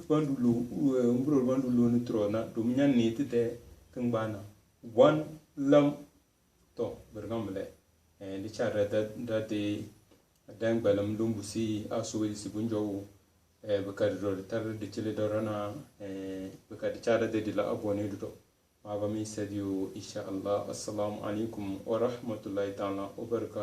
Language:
Tem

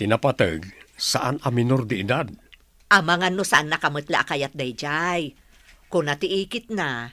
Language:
Iloko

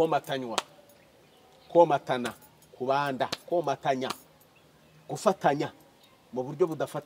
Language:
Kinyarwanda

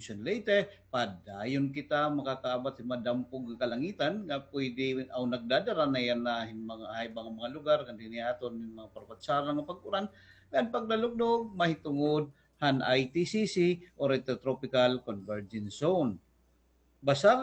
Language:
Waray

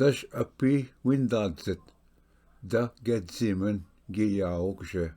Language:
Ojibwa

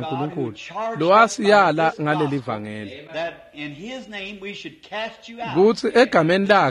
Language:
Swati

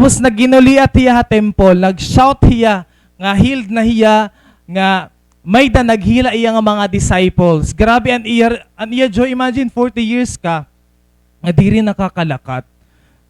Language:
Waray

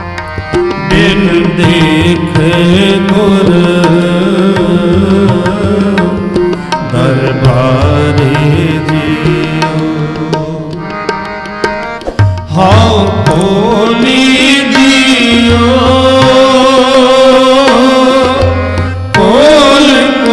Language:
Punjabi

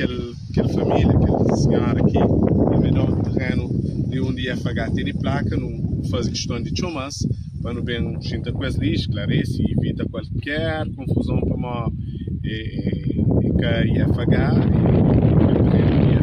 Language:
Kabuverdianu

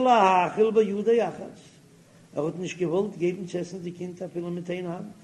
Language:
Yiddish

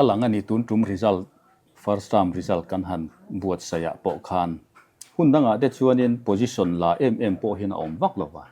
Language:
Mizo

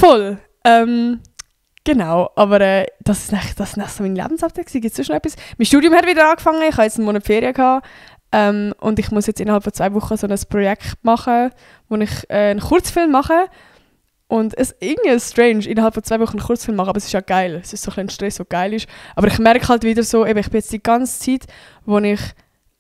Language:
Swiss German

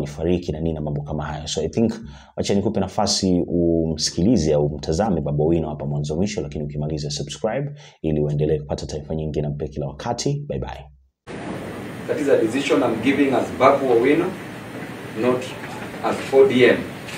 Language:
Swahili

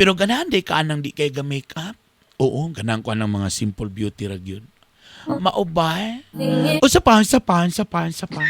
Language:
Cebuano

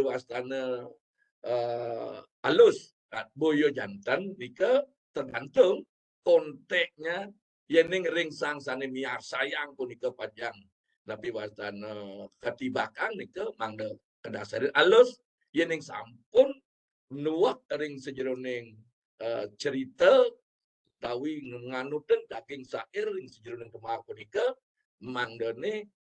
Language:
Balinese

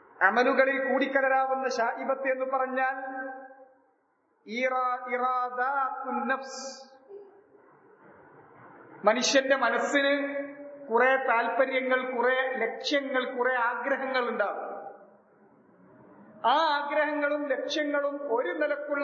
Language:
Malayalam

